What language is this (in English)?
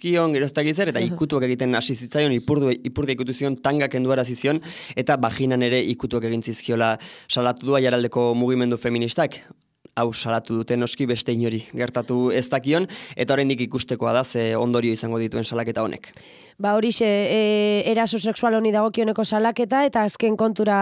Basque